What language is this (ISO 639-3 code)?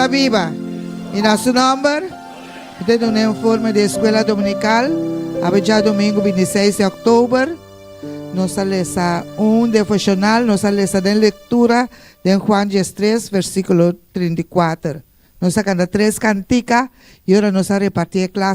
pap